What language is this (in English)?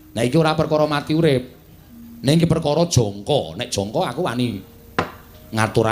Javanese